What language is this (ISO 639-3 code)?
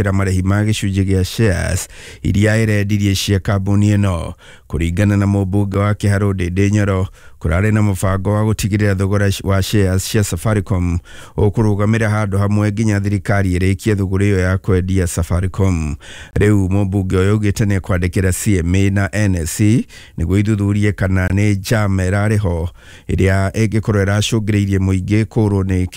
kik